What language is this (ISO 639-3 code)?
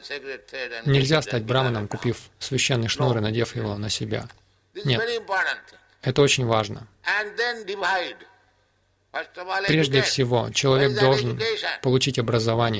rus